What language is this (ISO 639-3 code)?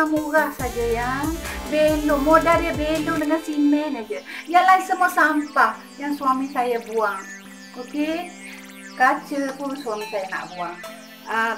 msa